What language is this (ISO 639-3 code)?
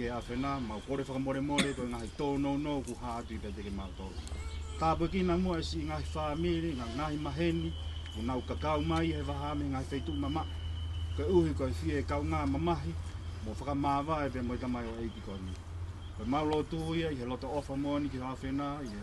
ton